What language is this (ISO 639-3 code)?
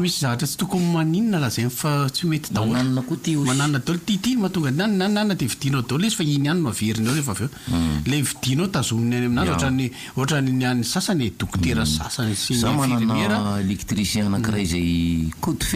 mlg